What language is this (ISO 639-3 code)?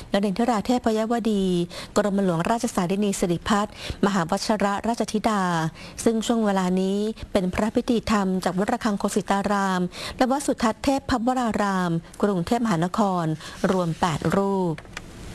tha